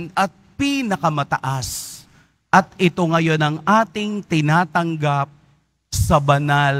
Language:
Filipino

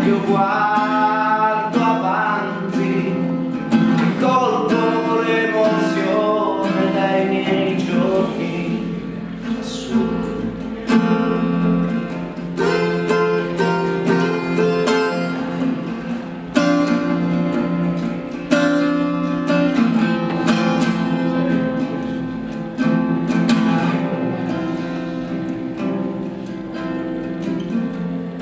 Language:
Italian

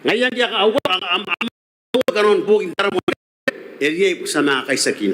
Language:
Gilbertese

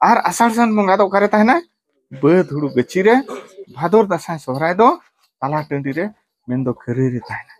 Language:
Santali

